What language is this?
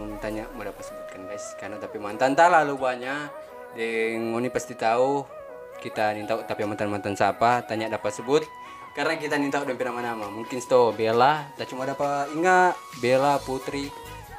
Manado Malay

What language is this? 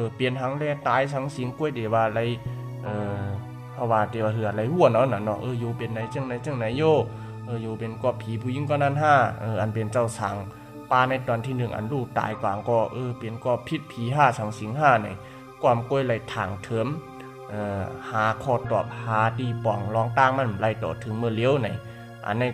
Shan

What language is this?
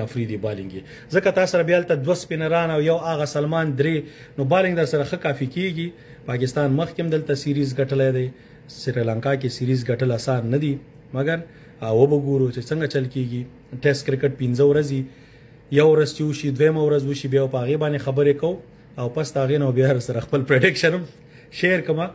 Pashto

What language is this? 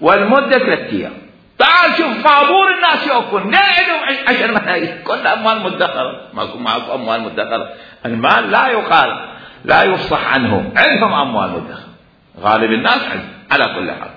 Mesopotamian Arabic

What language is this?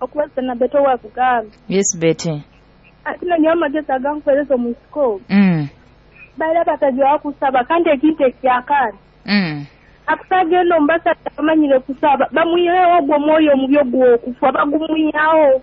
Nyoro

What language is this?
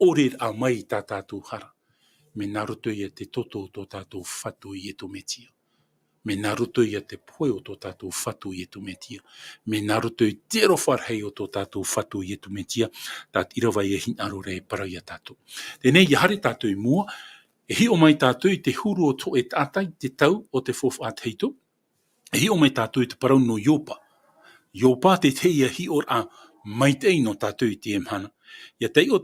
Tahitian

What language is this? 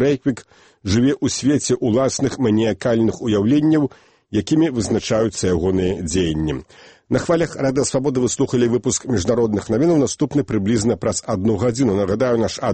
Belarusian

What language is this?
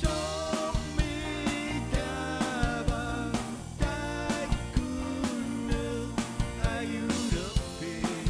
Kalaallisut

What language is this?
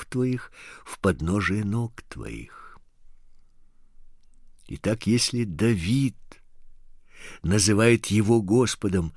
Russian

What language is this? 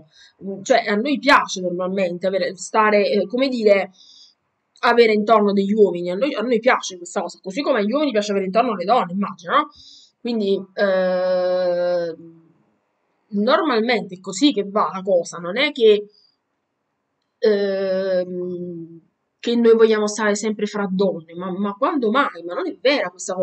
Italian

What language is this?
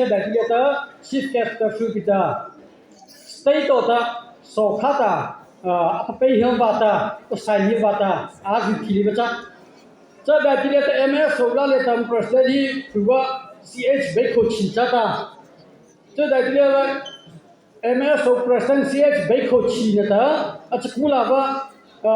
Mara Chin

